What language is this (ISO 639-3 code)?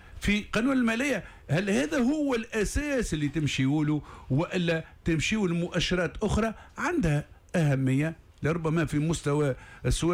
aeb